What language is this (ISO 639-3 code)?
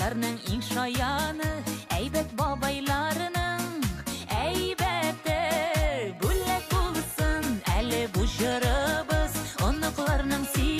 bak